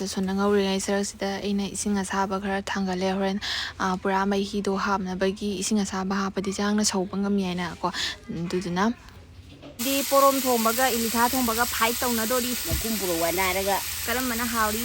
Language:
Manipuri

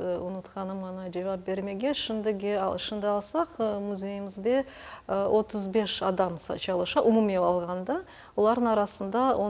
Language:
Crimean Tatar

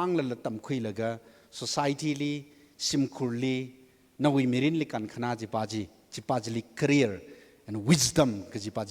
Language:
Tangkhul Naga (India)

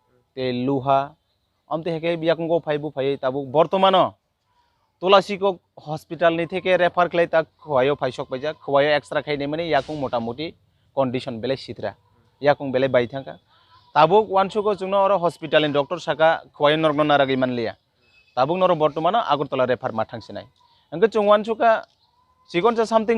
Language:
Kok Borok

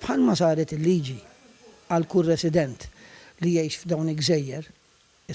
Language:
Maltese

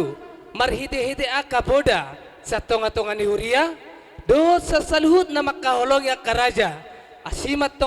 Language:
Batak Toba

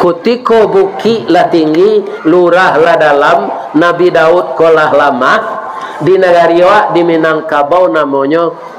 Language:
Minangkabau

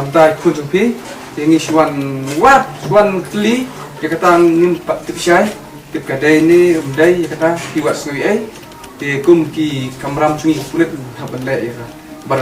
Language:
Khasi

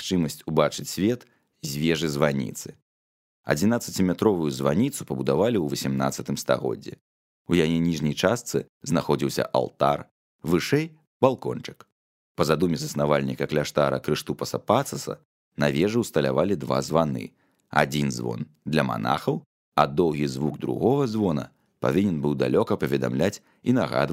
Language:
Belarusian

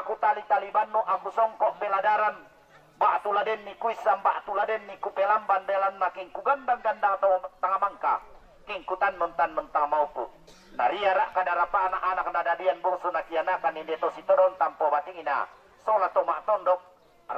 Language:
Toraja-Sa'dan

